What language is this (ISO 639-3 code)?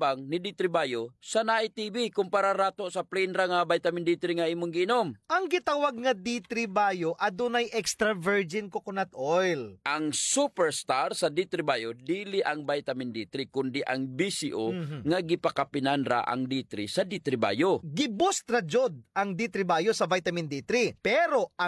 ceb